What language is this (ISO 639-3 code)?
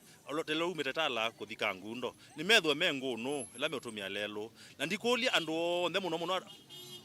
kam